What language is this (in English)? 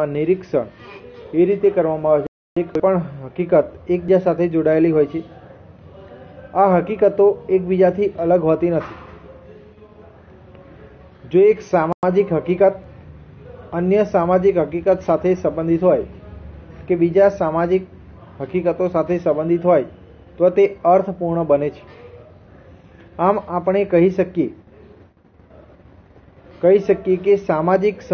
Gujarati